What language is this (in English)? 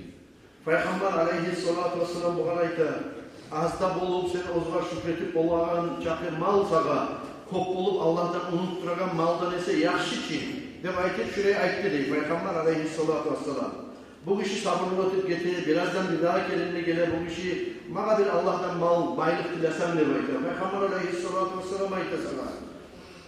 Kumyk